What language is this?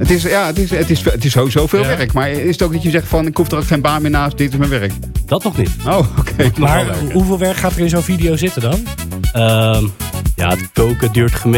Dutch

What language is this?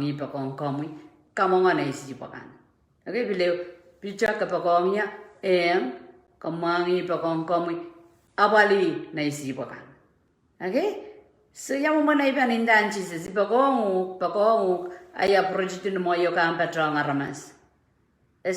Pohnpeian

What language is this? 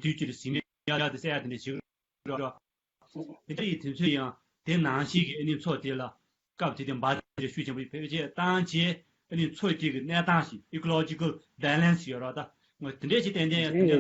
Tibetan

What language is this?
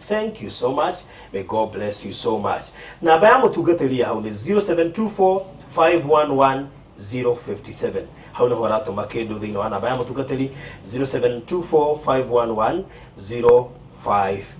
Kikuyu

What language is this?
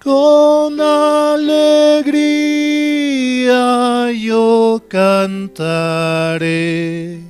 Aymara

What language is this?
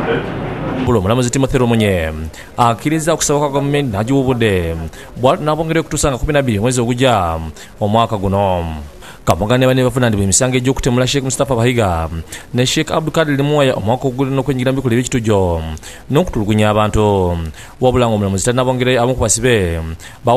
Ganda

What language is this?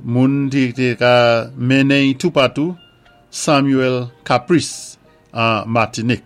Saint Lucian Creole French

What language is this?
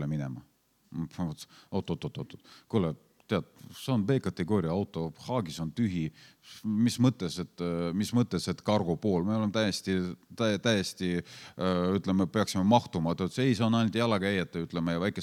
Estonian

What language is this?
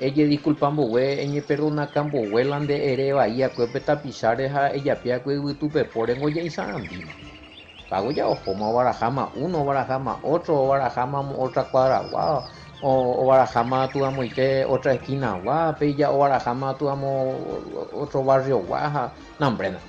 Guarani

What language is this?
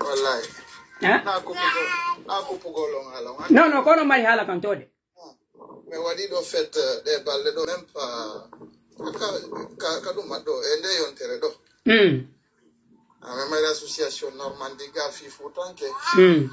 Pular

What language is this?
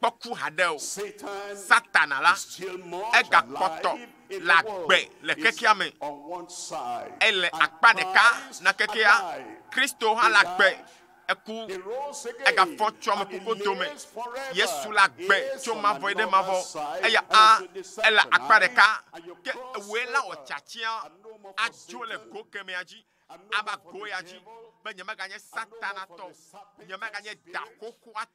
Ewe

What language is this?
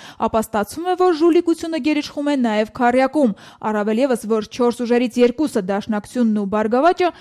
Armenian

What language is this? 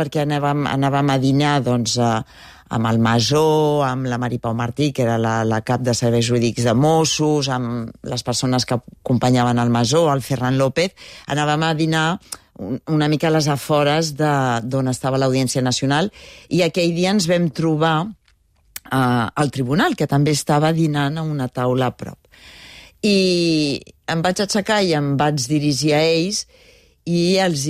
Catalan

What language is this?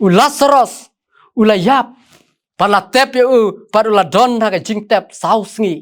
Khasi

